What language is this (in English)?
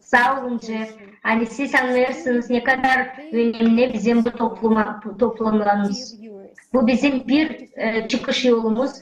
Gagauz